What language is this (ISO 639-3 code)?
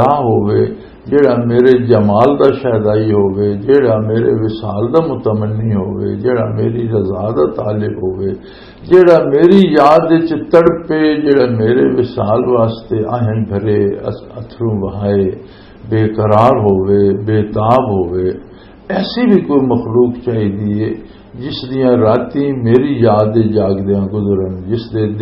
lah